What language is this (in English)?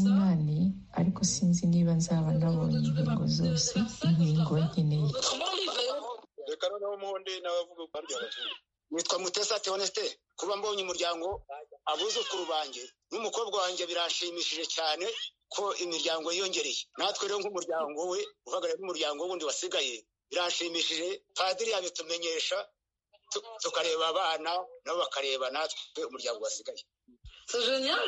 Kinyarwanda